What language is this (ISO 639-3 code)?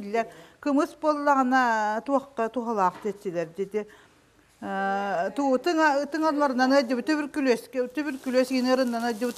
sah